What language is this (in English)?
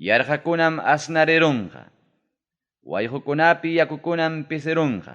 Ayacucho Quechua